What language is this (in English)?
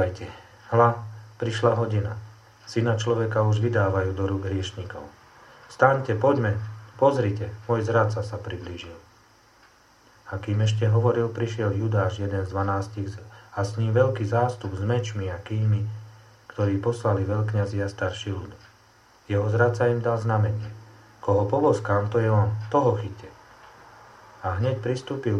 Slovak